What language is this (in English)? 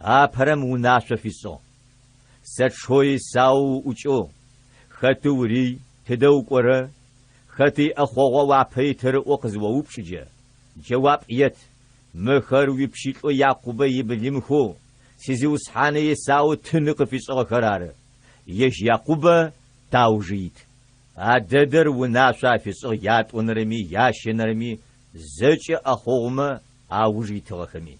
Adyghe